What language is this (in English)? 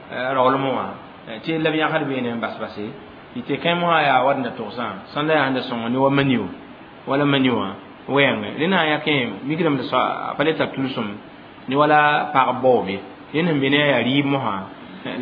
Mossi